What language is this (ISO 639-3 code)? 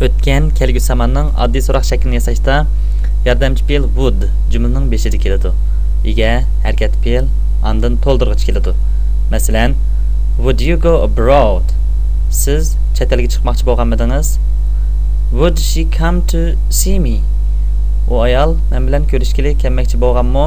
uig